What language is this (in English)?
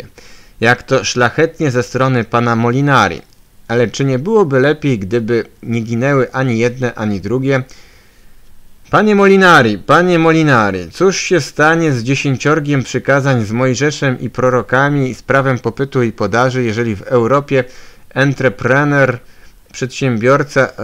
Polish